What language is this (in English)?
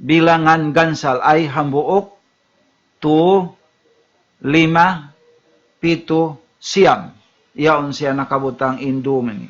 Tausug